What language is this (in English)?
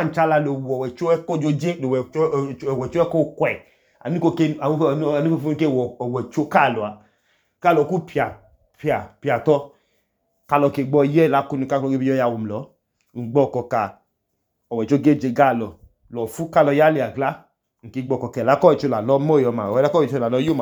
Idoma